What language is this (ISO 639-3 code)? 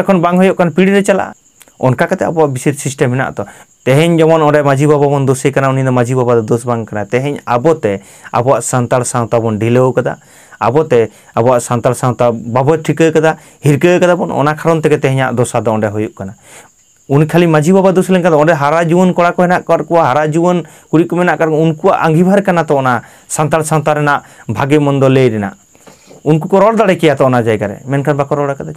sat